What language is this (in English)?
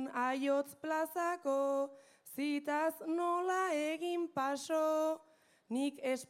Basque